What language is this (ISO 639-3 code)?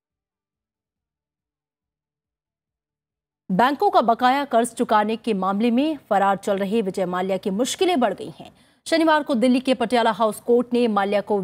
hin